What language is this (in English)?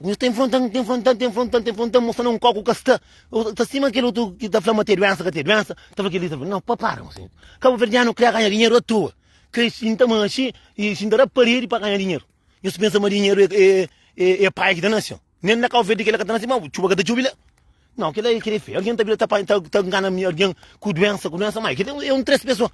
Kabuverdianu